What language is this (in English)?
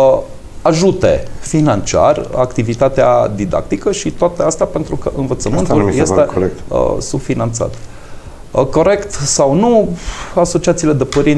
Romanian